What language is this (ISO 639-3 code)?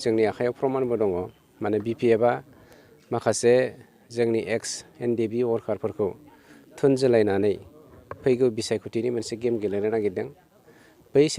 brx